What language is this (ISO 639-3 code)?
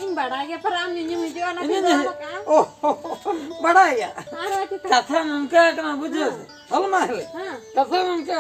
sat